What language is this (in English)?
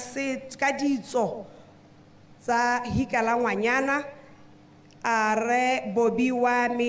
Tswana